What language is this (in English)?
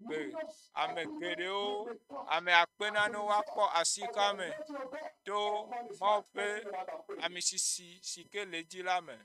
Ewe